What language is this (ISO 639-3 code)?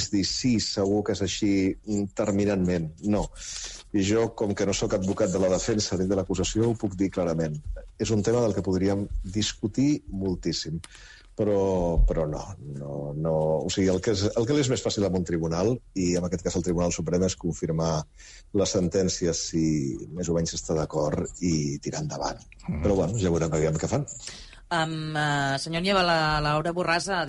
cat